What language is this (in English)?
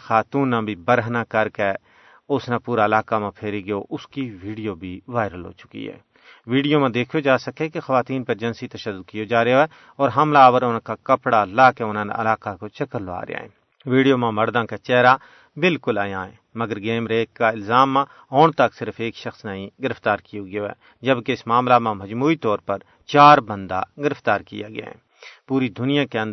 Gujari